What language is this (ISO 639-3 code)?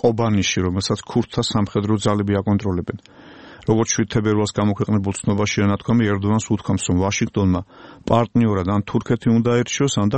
kat